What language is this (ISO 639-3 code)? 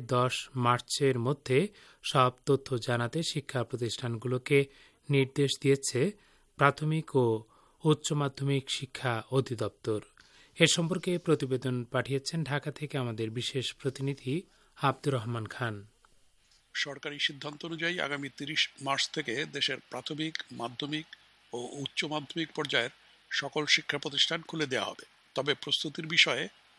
ben